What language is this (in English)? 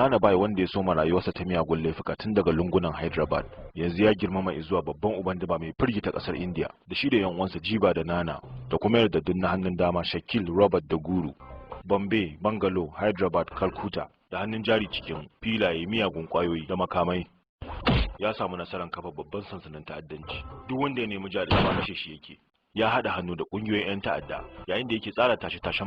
Hausa